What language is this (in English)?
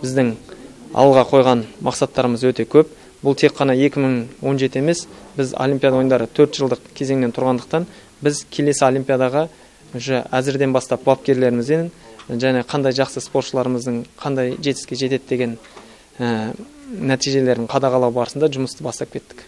Kazakh